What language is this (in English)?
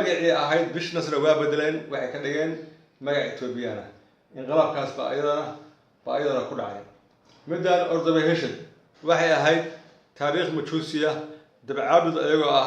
Somali